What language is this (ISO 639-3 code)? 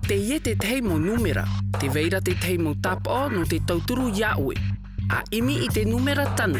tah